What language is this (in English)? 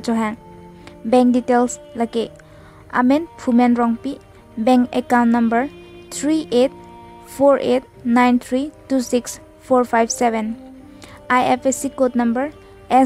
Karbi